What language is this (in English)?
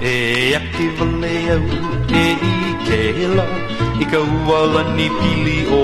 Hawaiian